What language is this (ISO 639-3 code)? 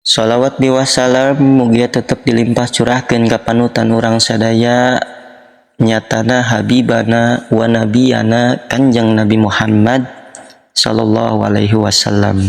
sun